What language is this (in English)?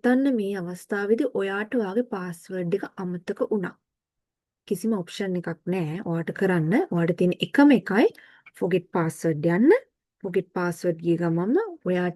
Sinhala